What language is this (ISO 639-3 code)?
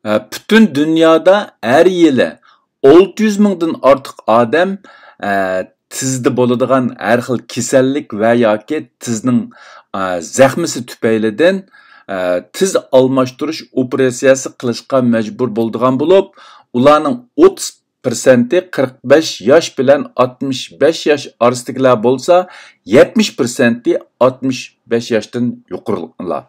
uig